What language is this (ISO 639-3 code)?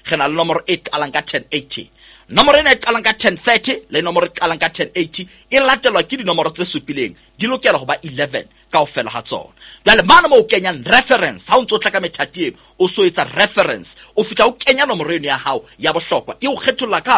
sot